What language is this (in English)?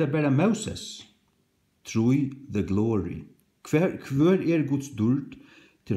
Faroese